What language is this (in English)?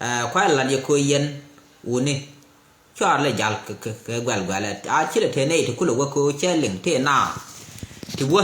Nuer